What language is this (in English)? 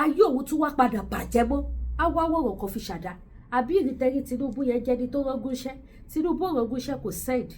Yoruba